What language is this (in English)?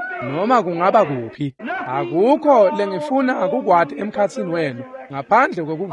Swati